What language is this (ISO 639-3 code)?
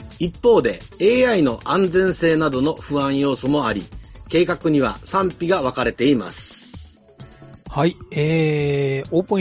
jpn